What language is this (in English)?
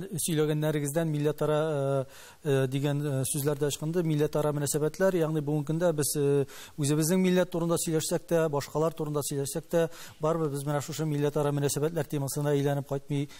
Tatar